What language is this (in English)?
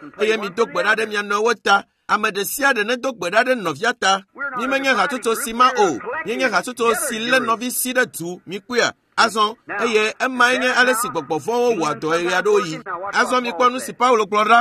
Ewe